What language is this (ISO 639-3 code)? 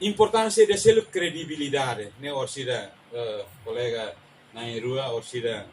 tet